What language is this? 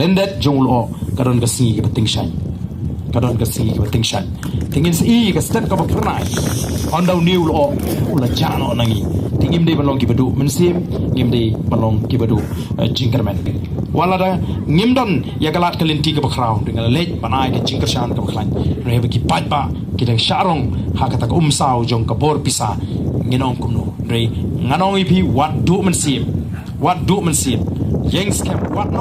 Khasi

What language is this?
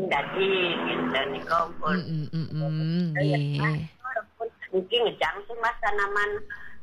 Balinese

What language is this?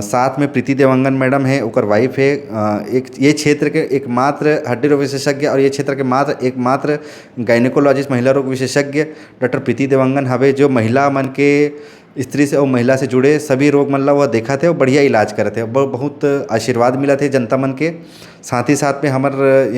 Chhattisgarhi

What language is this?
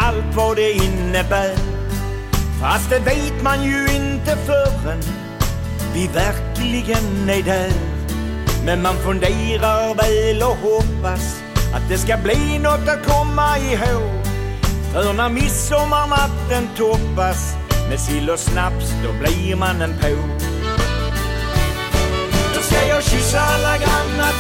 Swedish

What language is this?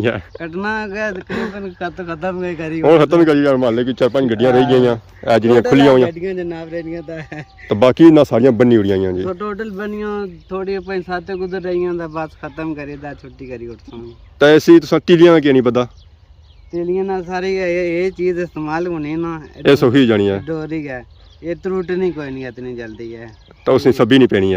Pahari-Potwari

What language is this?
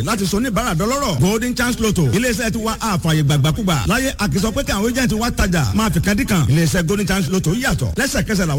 Yoruba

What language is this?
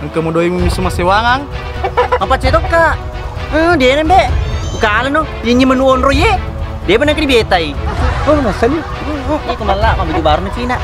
Buginese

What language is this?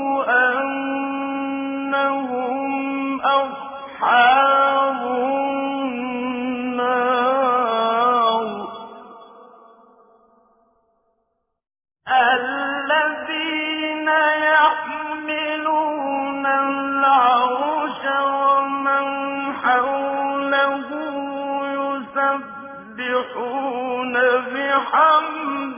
Arabic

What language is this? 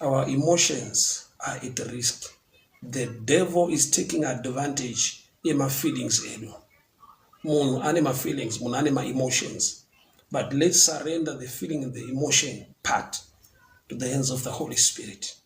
Shona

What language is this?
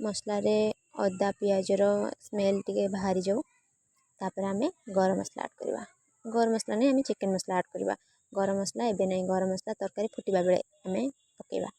Odia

